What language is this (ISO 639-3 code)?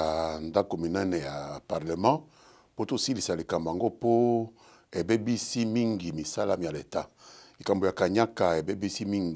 lin